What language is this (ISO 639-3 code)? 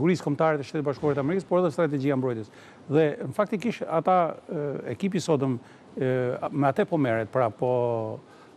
sqi